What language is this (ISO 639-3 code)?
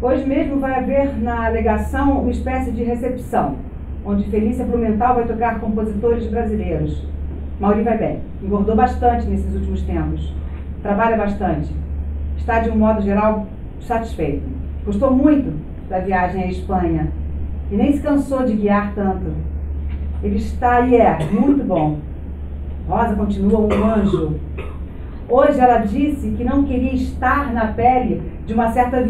por